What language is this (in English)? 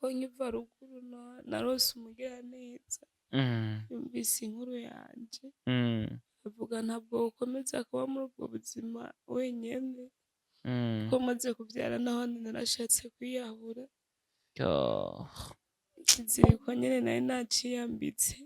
Rundi